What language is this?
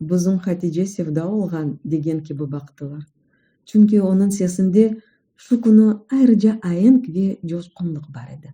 Crimean Tatar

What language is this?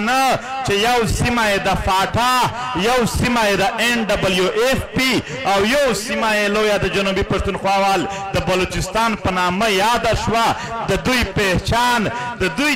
Pashto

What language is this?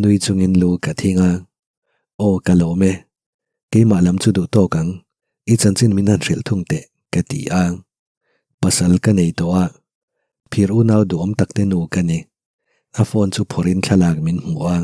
Mizo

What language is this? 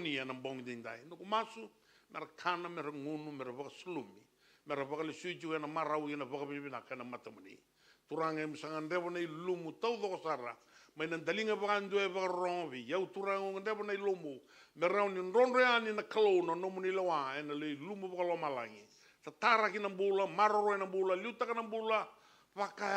Fijian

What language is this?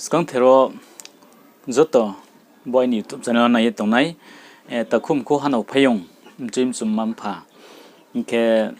Riang (India)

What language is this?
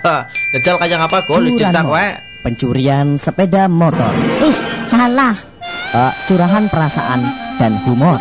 Javanese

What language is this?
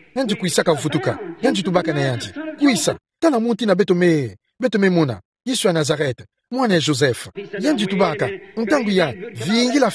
Kituba (Democratic Republic of Congo)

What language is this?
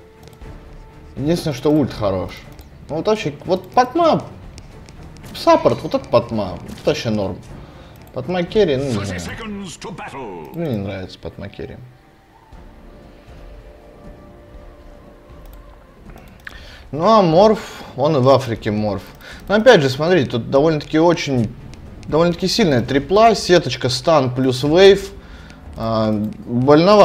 Russian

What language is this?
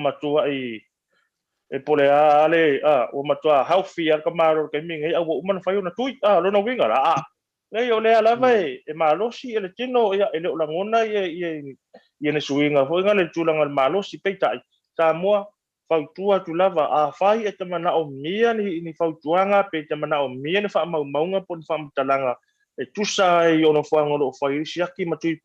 Samoan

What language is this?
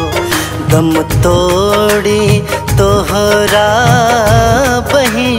Bhojpuri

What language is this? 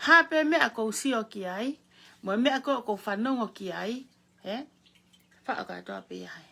Tongan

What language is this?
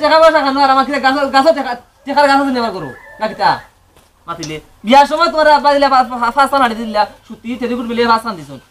Sylheti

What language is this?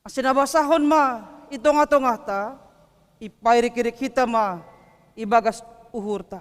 Batak Simalungun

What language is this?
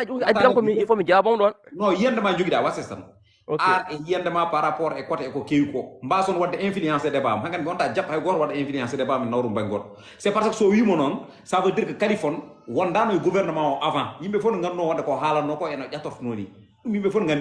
Fula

